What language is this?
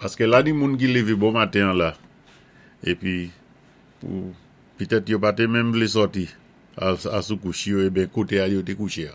Saint Lucian Creole French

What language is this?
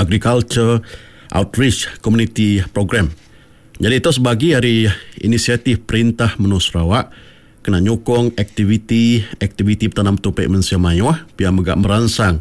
Iban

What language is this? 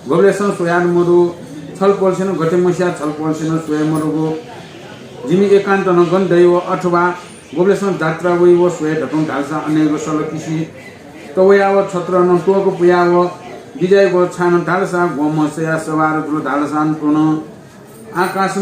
Newari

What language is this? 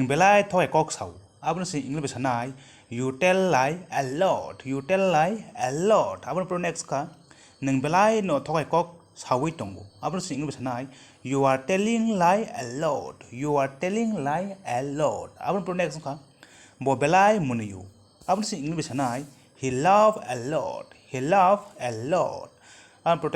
Kok Borok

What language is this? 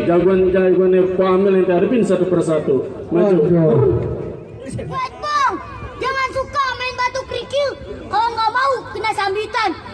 Betawi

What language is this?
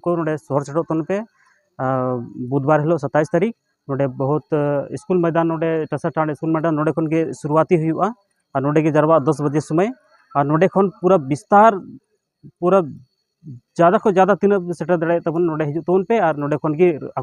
Santali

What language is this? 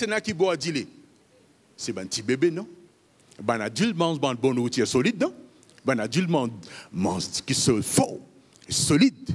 Morisyen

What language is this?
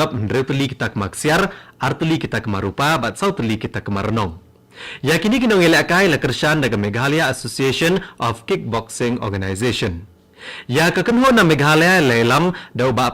Khasi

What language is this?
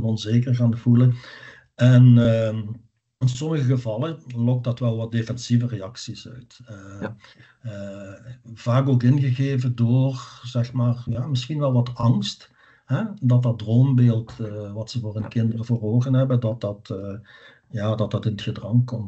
Dutch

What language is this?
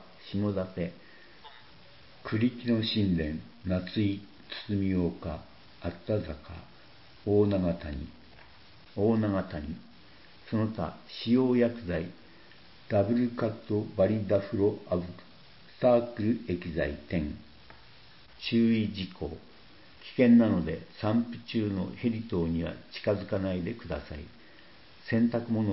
Japanese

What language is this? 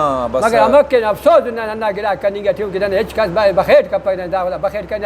Brahui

